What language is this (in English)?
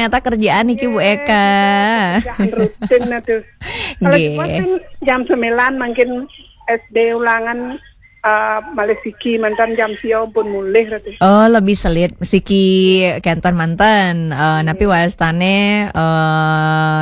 Balinese